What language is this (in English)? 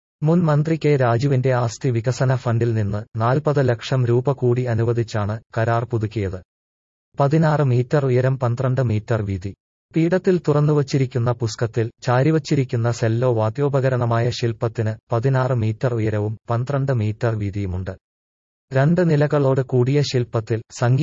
Malayalam